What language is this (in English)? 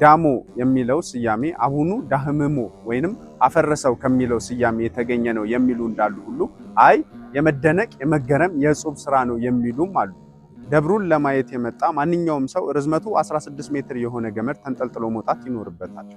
Amharic